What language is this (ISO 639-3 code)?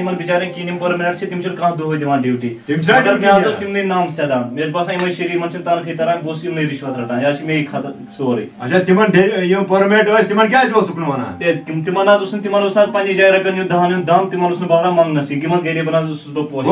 kas